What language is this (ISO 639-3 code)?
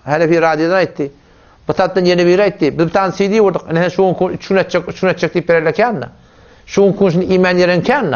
tuk